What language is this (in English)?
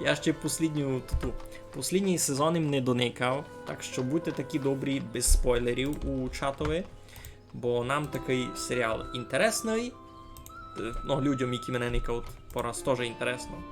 Rusyn